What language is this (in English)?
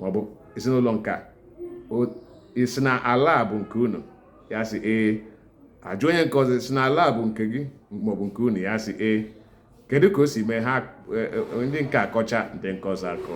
Igbo